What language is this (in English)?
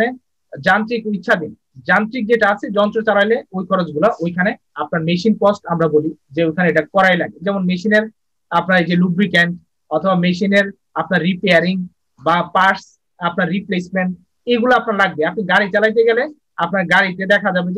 Bangla